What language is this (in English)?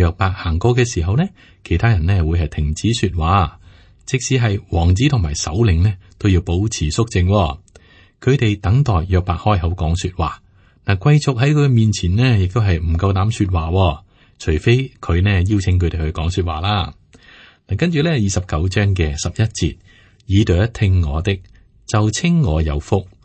Cantonese